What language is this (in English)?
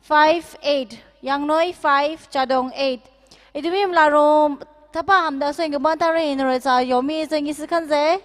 Tangkhul Naga (India)